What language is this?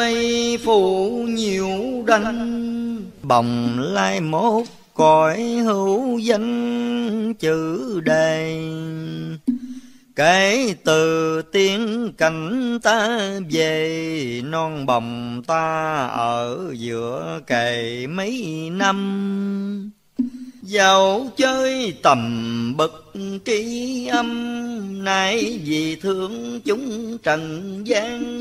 Vietnamese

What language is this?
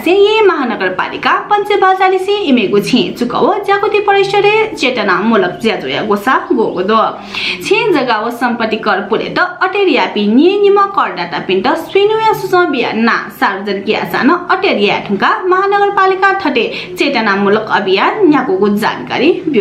Newari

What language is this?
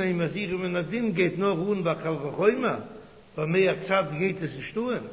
Yiddish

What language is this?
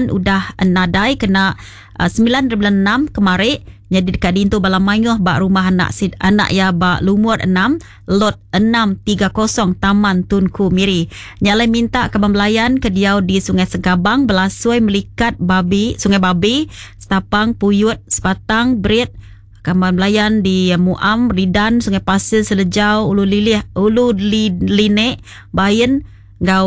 Iban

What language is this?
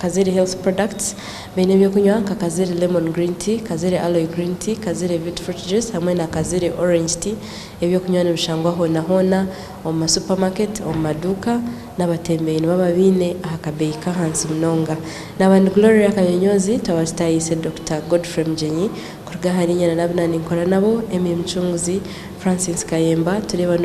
Nyankole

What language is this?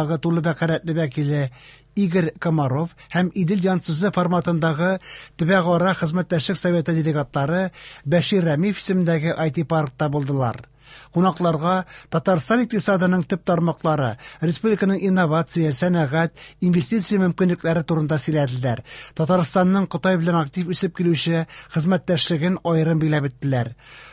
Tatar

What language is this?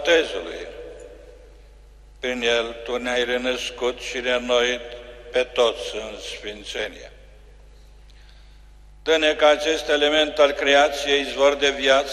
Romanian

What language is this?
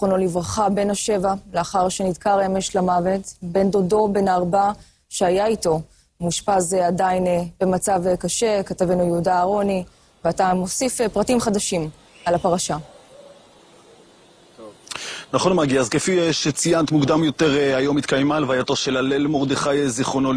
Hebrew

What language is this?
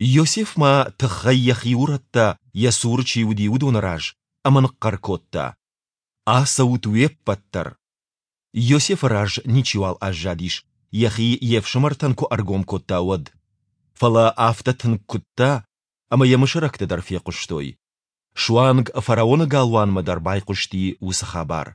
Ossetic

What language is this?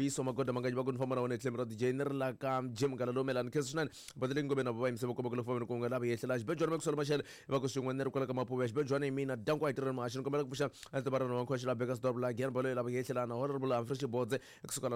Tsonga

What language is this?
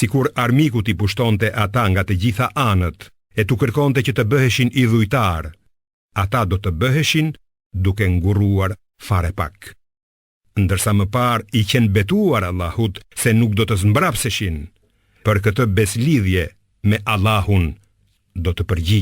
Albanian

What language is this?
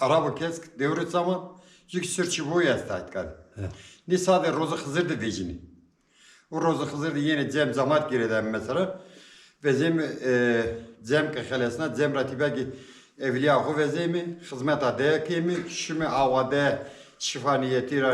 Zaza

